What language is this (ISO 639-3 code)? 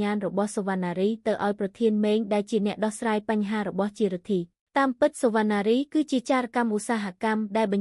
khm